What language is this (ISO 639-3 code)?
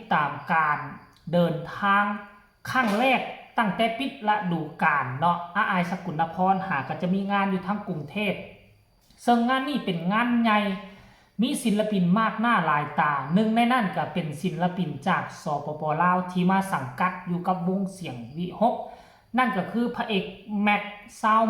lao